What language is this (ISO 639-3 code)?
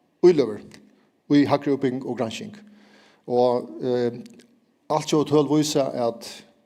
fao